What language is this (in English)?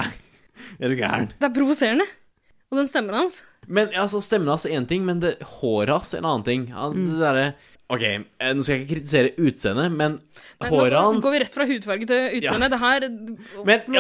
Norwegian